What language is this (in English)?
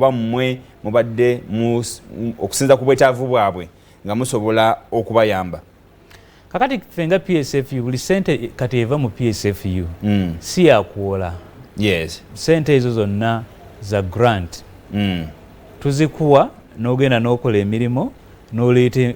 Ganda